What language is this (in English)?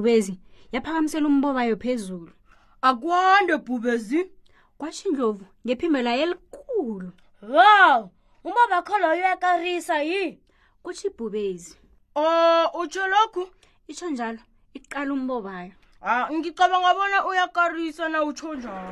South Ndebele